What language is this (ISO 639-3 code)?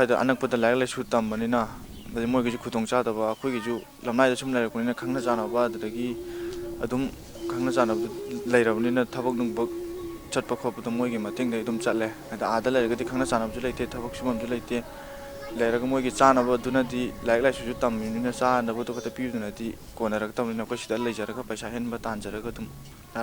mni